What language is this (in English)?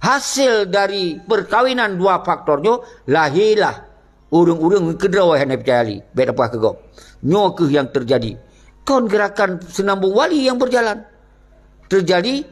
Achinese